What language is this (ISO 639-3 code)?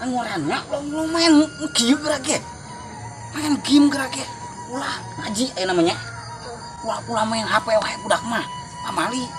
sun